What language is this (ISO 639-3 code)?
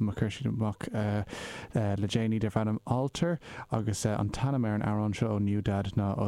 gle